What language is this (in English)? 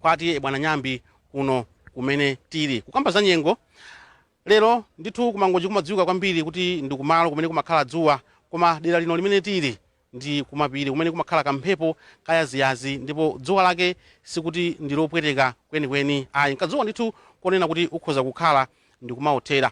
Nyanja